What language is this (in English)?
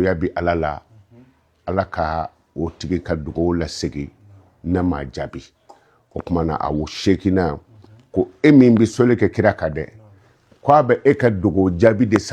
Bambara